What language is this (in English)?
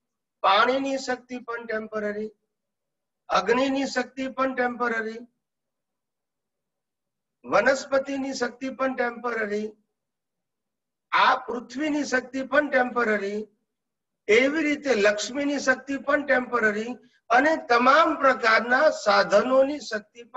Gujarati